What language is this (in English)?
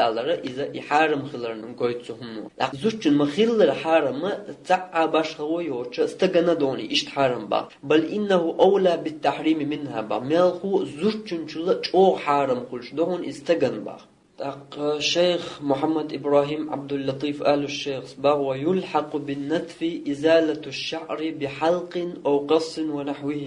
Chechen